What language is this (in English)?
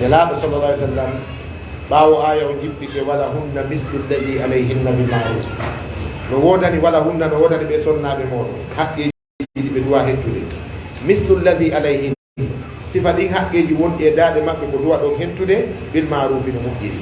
Fula